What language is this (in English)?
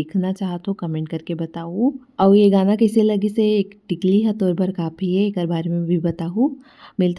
Chhattisgarhi